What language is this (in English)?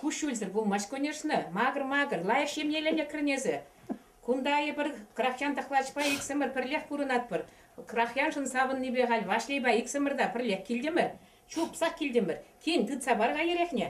Chuvash